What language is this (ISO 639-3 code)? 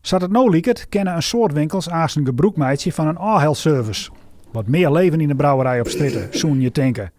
fry